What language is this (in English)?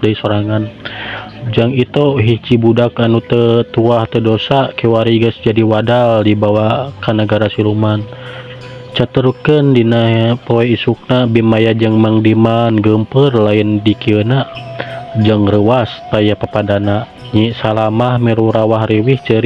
Sundanese